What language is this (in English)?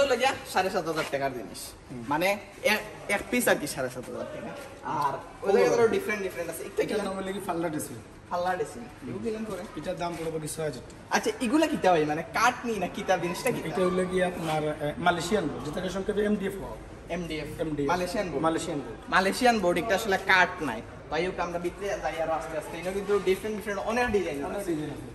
Sylheti